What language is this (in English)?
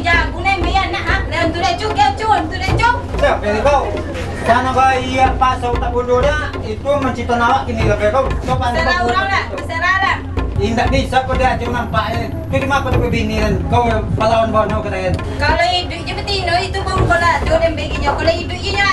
Minangkabau